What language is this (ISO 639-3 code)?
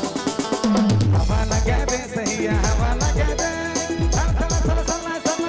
sck